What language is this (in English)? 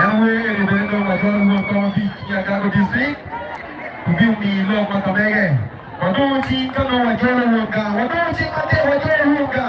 Acoli